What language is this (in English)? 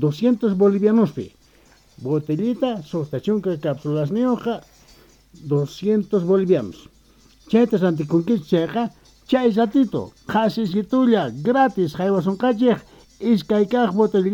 South Bolivian Quechua